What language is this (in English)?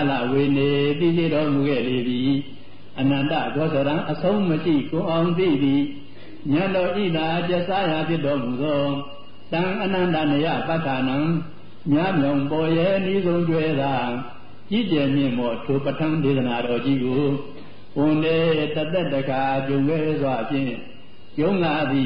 Burmese